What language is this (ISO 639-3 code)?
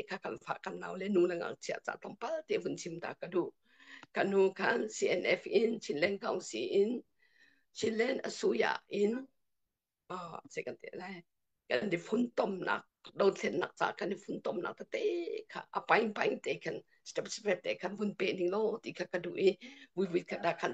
cnh